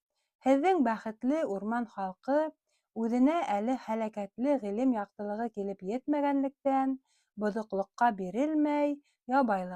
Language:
Bashkir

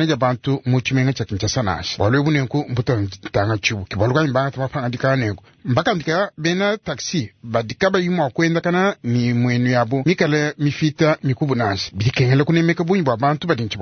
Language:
Luba-Lulua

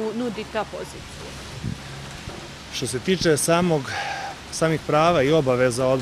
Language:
Serbian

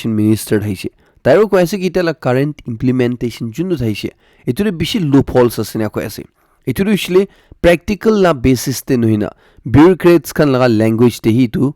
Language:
Naga Pidgin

